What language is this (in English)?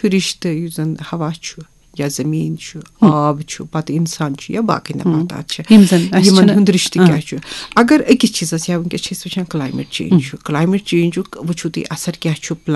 Kashmiri